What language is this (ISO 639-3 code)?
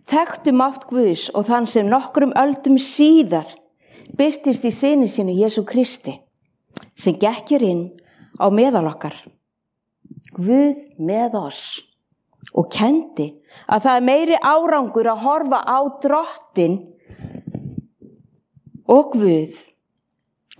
isl